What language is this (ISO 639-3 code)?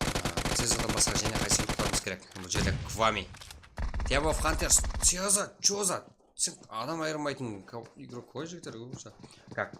kaa